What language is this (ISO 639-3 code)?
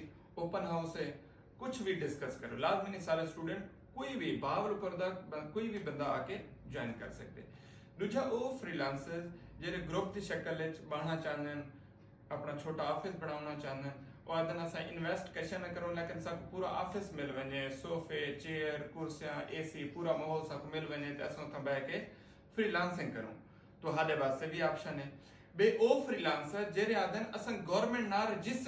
skr